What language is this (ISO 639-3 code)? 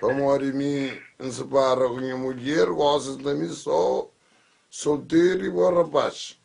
kea